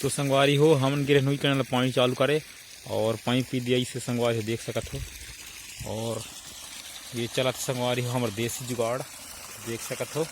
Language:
Chhattisgarhi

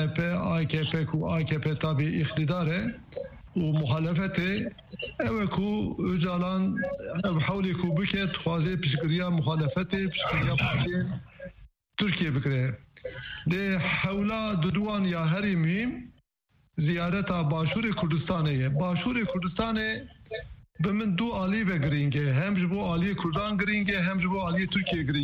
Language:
Kurdish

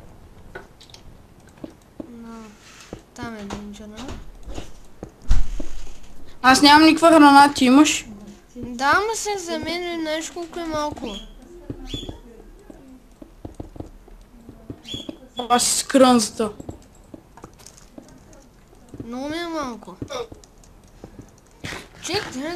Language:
Bulgarian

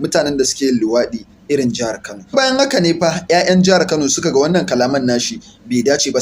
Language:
Hausa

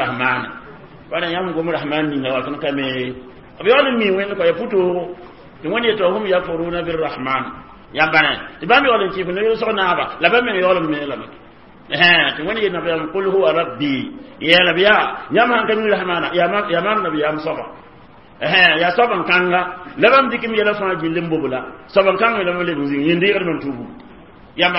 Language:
Mossi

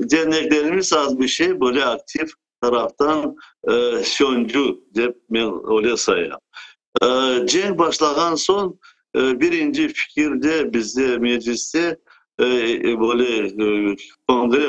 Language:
Crimean Tatar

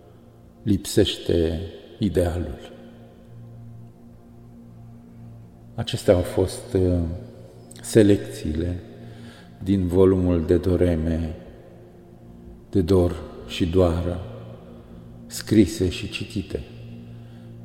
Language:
Romanian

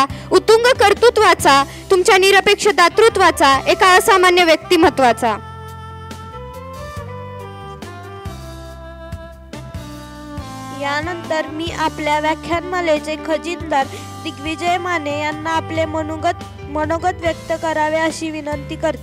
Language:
Marathi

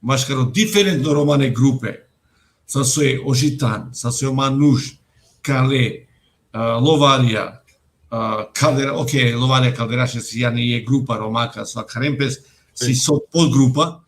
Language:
Romany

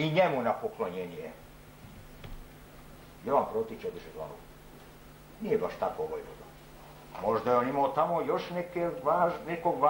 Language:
Serbian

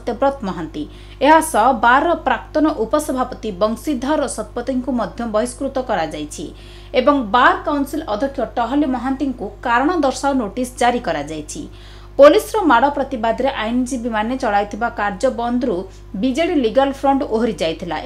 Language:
Odia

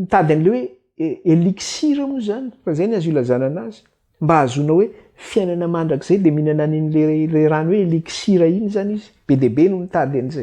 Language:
Malagasy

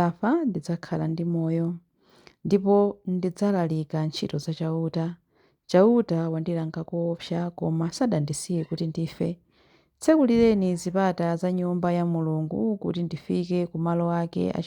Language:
Nyanja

